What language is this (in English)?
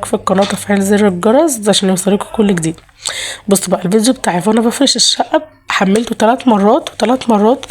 Egyptian Arabic